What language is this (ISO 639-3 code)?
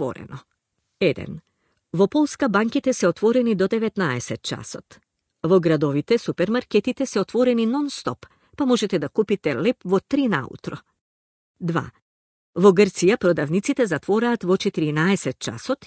mkd